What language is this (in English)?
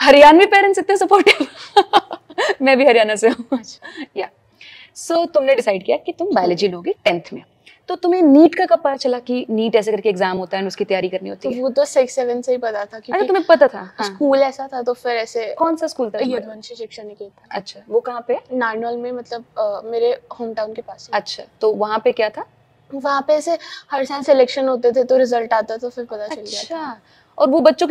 Hindi